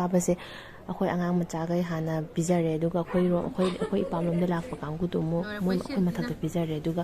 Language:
Manipuri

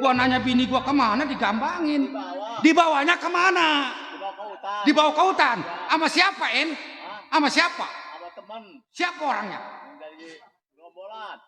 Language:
Betawi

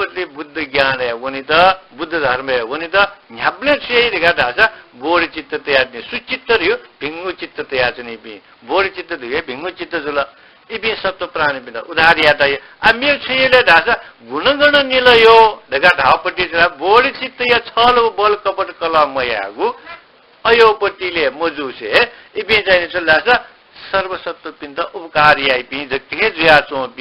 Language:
Newari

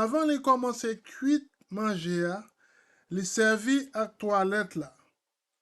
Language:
Haitian Creole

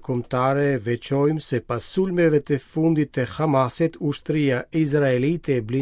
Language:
Albanian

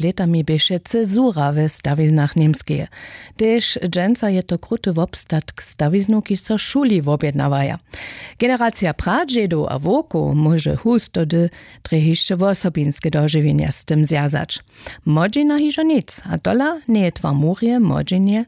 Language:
Upper Sorbian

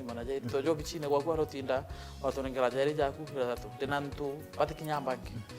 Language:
Meru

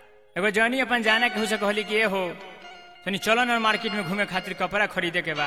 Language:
Bhojpuri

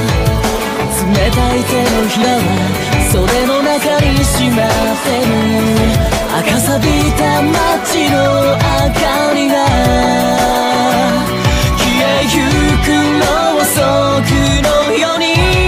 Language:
Japanese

